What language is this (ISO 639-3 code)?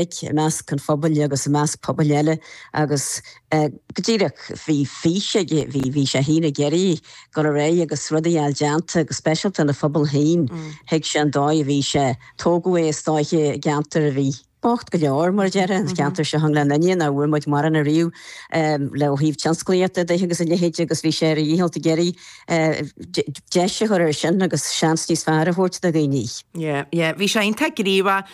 gle